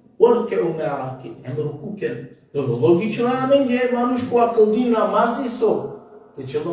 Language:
Balkan Romani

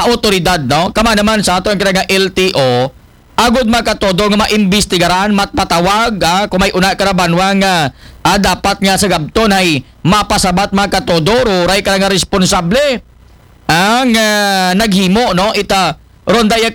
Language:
Aklanon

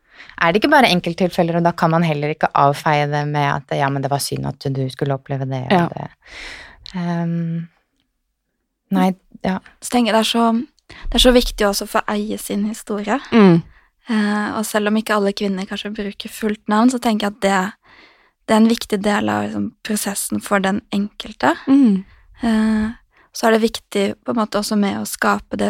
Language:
Norwegian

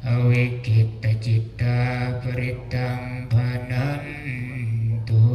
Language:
Pali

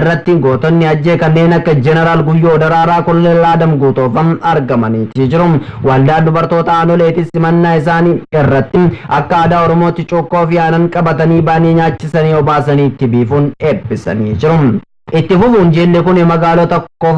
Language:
Oromo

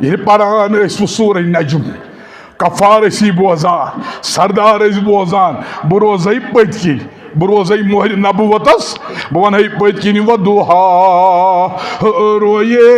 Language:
Kashmiri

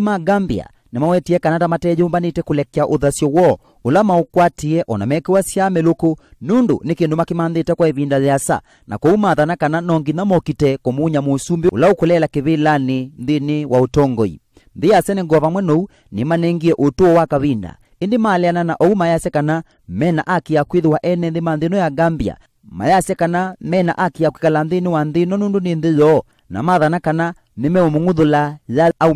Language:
Kamba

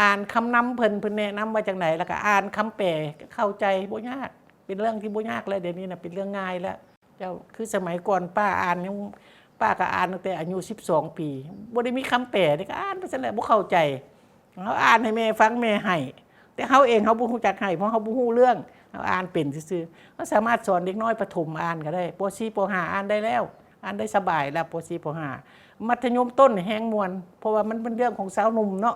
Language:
Lao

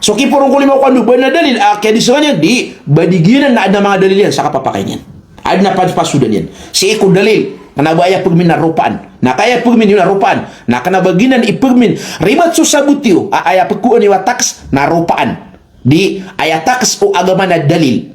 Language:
Maranao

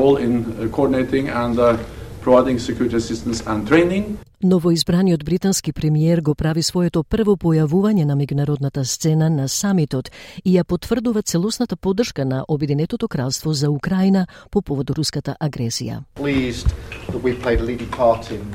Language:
Macedonian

